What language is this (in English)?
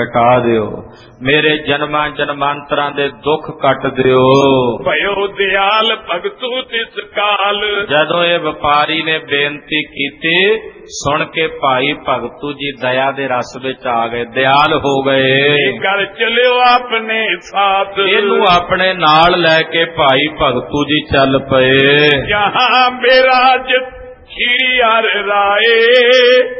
Punjabi